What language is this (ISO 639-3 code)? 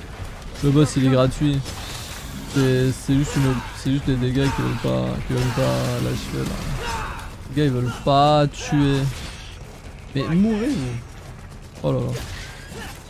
fra